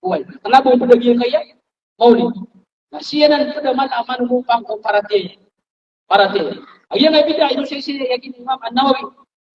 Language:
Maranao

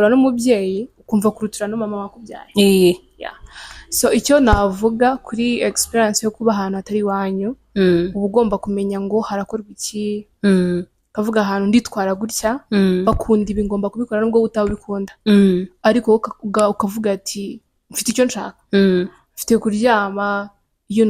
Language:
Kinyarwanda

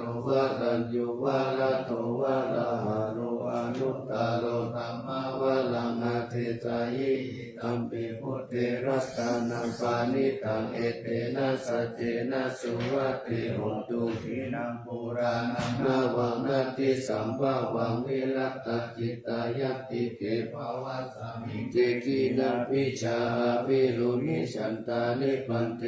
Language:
Pali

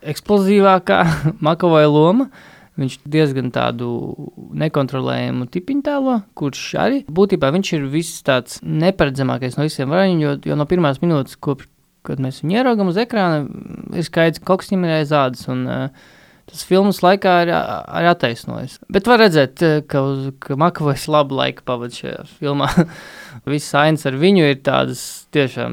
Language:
Latvian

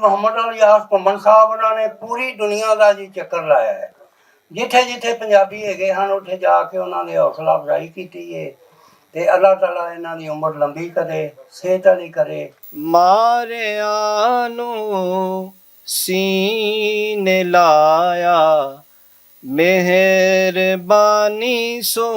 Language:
Western Panjabi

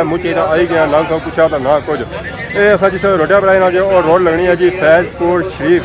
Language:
Pahari-Potwari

